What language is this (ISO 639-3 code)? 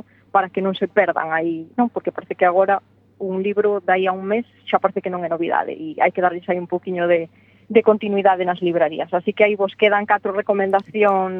glg